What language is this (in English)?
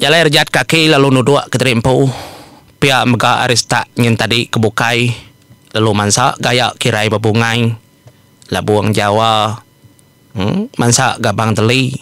Iban